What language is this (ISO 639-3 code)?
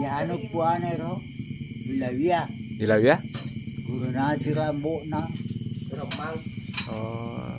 bug